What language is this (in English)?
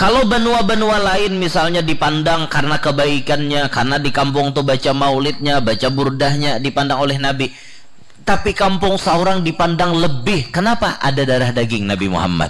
Banjar